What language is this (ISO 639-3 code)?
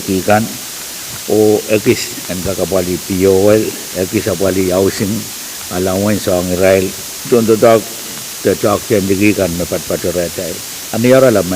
pon